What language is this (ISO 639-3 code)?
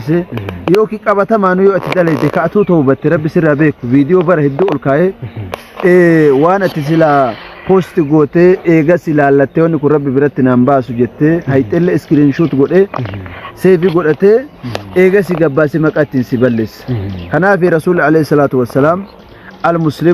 orm